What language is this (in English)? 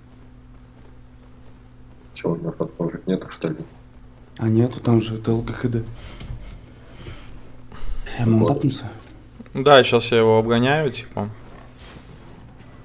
Russian